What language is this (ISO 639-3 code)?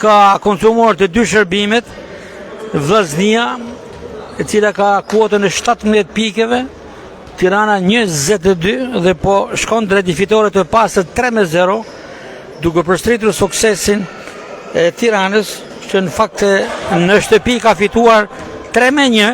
sqi